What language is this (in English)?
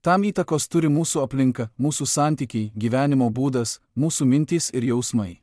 Lithuanian